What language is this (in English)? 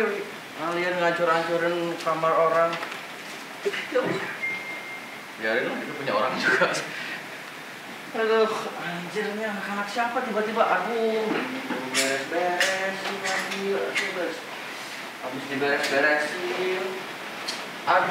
Indonesian